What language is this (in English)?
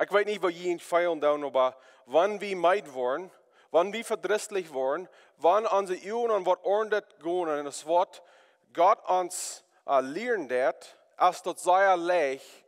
Plautdietsch